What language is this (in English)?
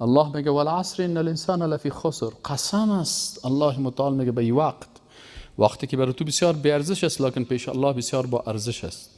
Persian